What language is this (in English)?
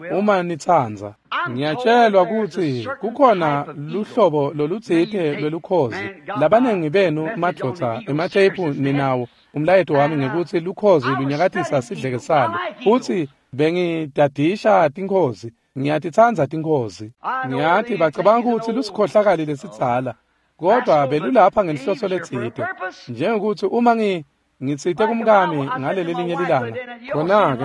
Swati